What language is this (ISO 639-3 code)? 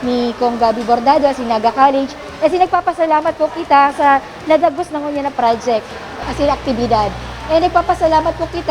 bik